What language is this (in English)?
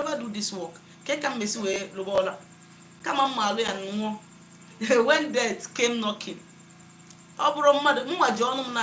Igbo